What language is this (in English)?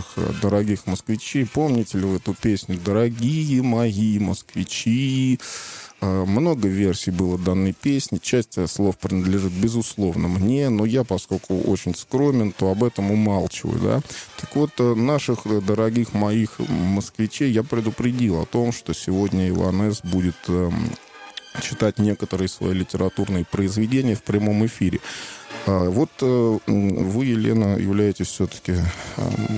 Russian